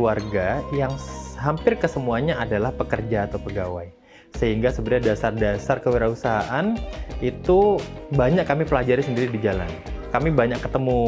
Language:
Indonesian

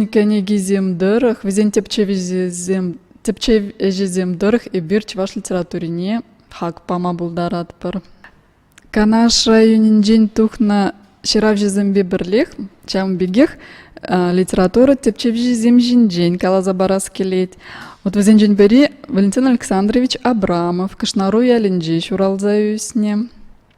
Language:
Chuvash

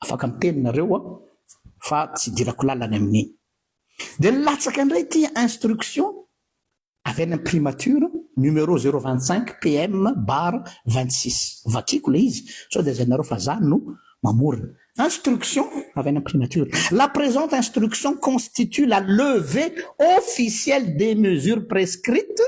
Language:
Malagasy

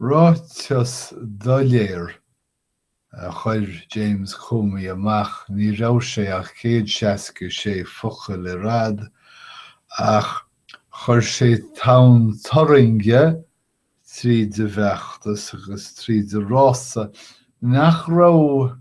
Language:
Irish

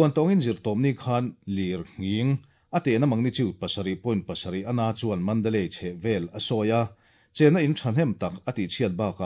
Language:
Mizo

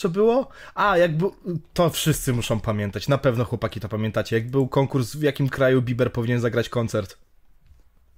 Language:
Polish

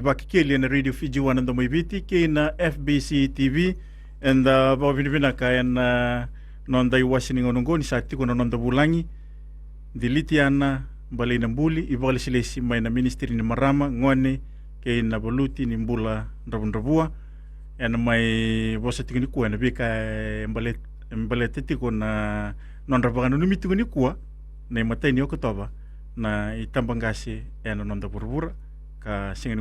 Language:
Fijian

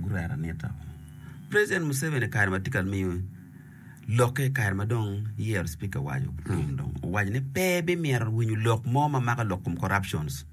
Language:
Acoli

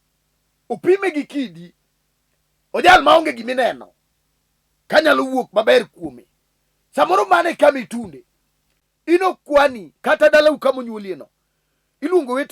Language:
Luo (Kenya and Tanzania)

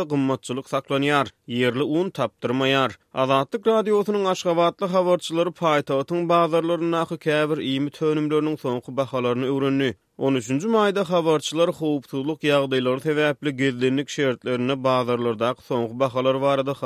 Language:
Turkmen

